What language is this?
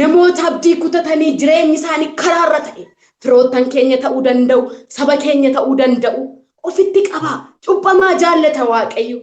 Oromo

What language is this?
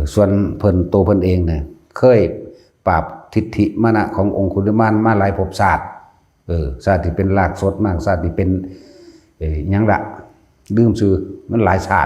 Northeastern Thai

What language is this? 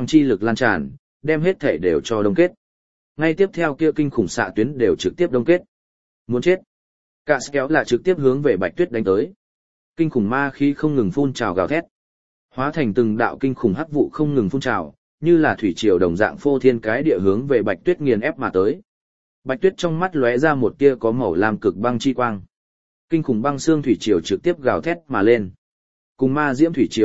Vietnamese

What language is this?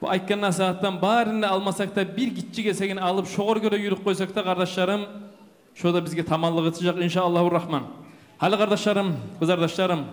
Kumyk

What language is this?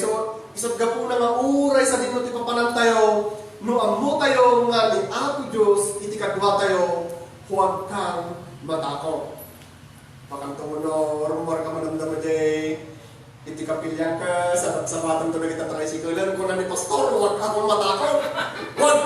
Iloko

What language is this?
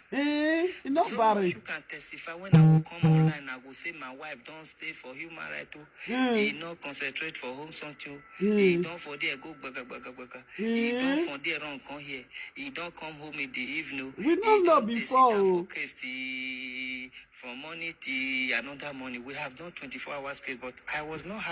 Nigerian Pidgin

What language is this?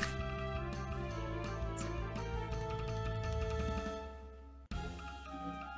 Filipino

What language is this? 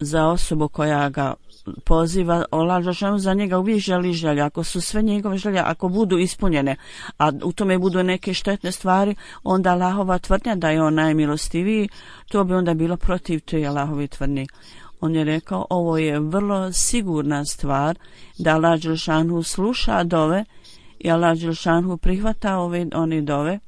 Bosnian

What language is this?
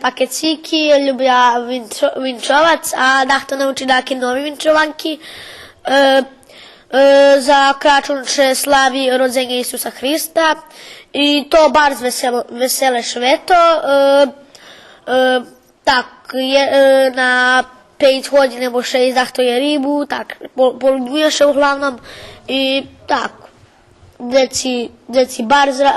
Rusyn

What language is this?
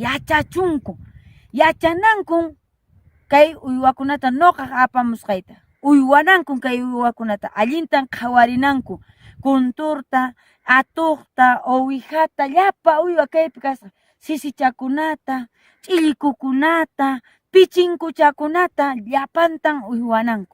Quechua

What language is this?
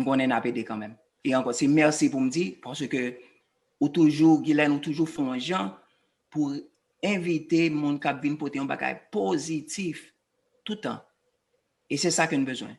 Haitian Creole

